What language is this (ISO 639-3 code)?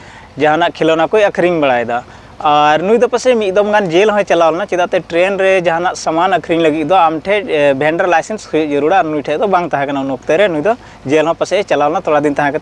sat